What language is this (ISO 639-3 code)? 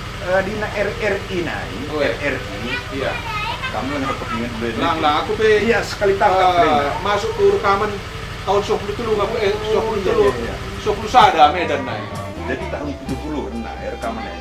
btx